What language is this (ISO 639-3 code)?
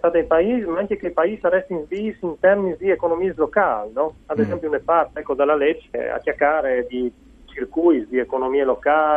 fur